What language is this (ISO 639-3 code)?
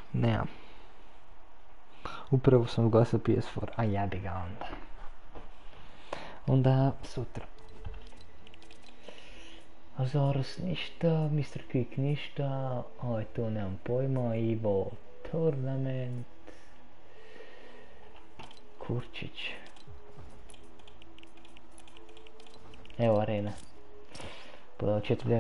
hrv